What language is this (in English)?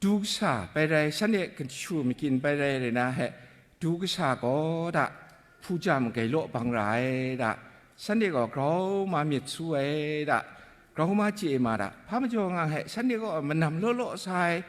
Kachin